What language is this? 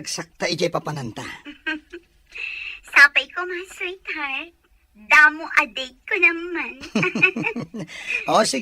Iloko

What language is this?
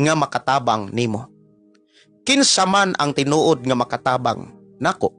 Cebuano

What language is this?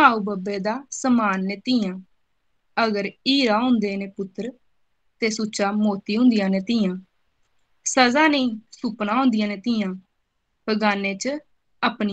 Dogri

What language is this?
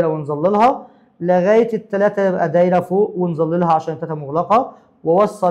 Egyptian Arabic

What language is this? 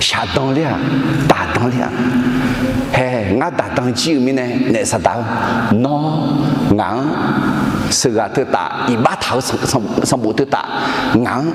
Akha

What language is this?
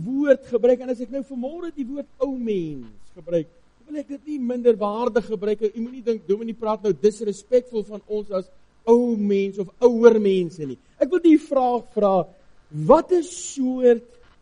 Afrikaans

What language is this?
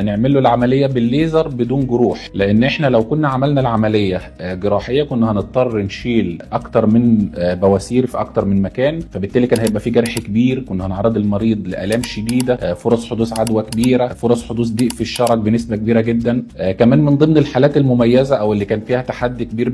Egyptian Arabic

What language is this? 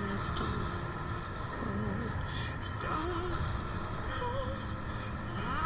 English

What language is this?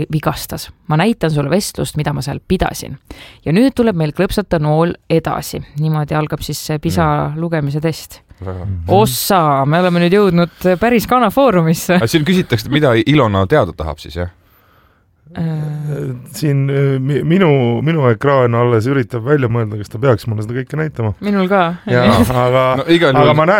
Estonian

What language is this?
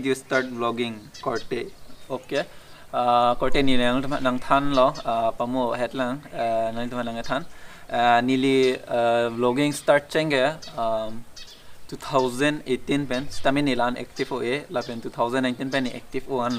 Karbi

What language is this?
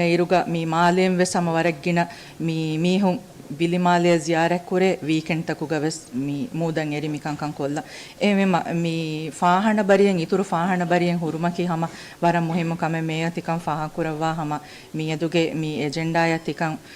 Divehi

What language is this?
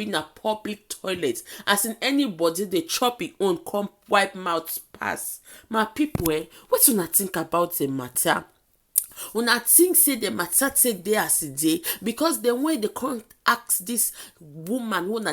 Nigerian Pidgin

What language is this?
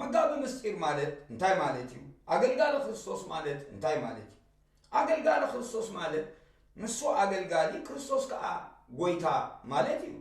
Tigrinya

